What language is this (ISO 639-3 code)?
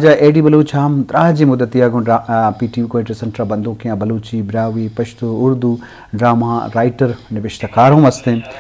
bgp